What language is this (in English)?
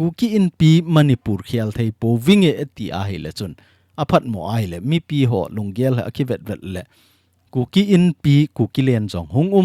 Thado Chin